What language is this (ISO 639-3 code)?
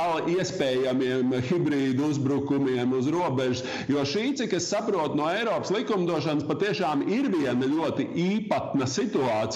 lav